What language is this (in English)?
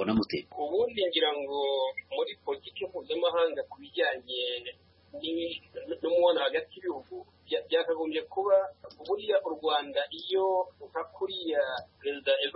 Kinyarwanda